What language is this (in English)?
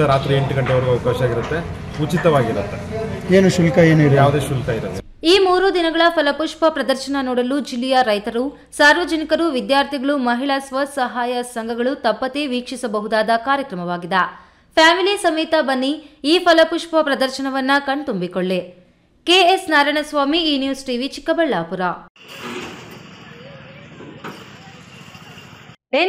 Kannada